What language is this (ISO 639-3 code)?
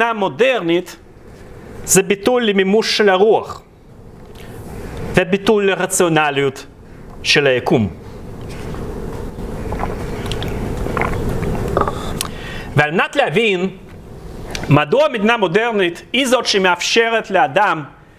heb